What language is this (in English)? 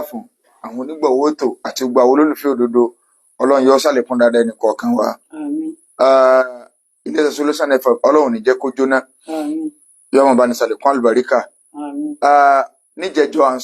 Yoruba